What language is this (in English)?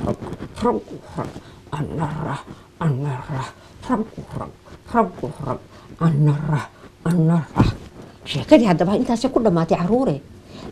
Somali